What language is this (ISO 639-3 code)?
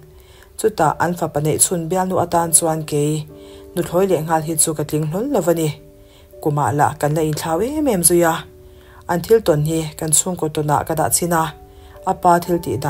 lus